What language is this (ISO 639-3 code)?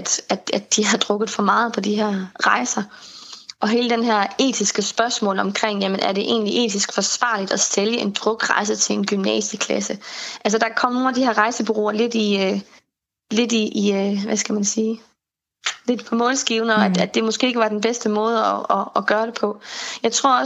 dan